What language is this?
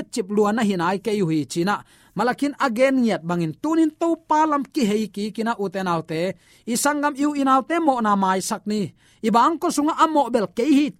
Tedim Chin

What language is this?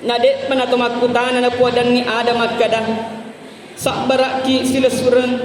Buginese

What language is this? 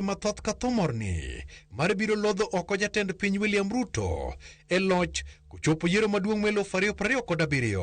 Luo (Kenya and Tanzania)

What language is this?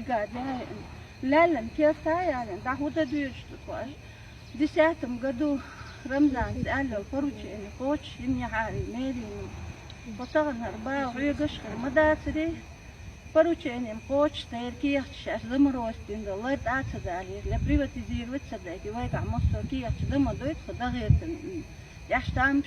Chechen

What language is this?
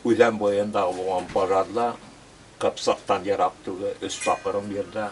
Bashkir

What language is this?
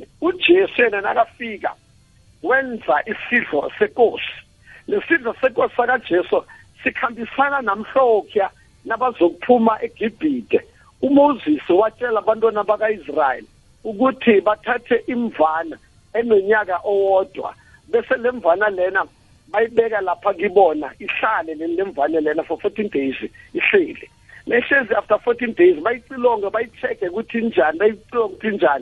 South Ndebele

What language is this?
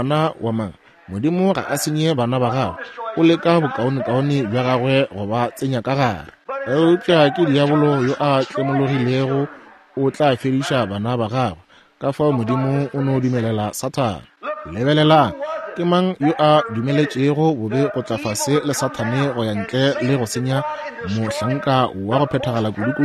Northern Sotho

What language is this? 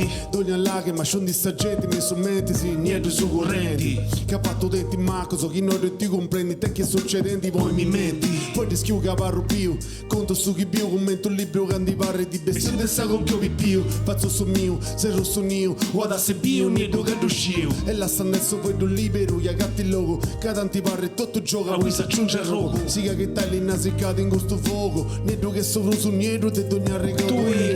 Sardinian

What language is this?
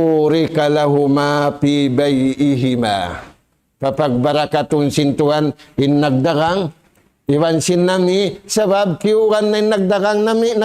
Tausug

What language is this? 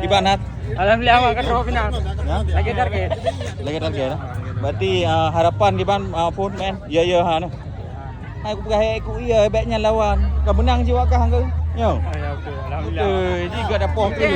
Achinese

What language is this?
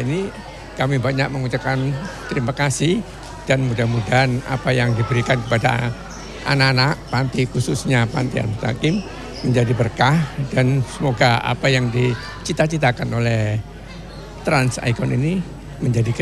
Indonesian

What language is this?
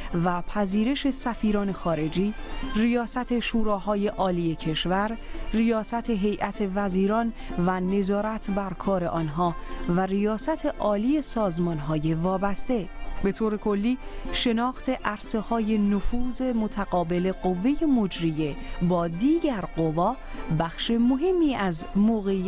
Persian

